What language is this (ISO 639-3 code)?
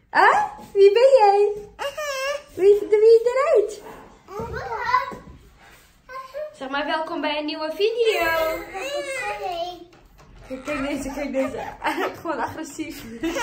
nld